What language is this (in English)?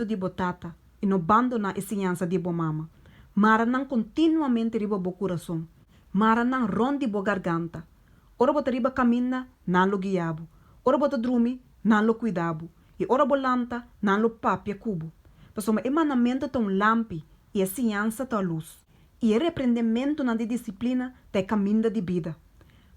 Papiamento